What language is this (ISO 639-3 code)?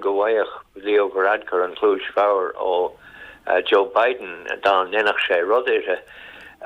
gle